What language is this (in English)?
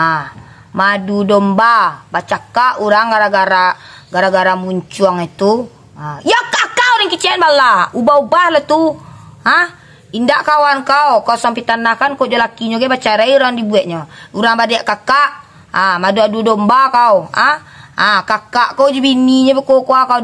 Minangkabau